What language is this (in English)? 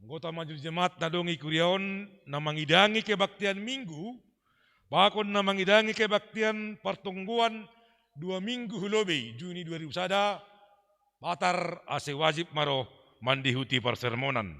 Batak Simalungun